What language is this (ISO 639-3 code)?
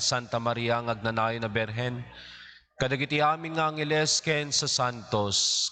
ilo